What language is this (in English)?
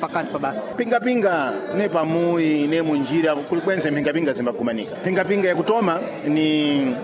Sena